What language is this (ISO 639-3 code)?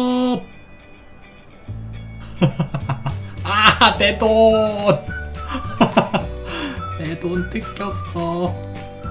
kor